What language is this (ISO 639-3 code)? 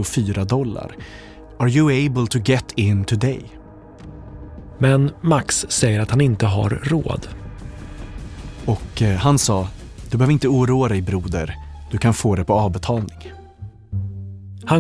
swe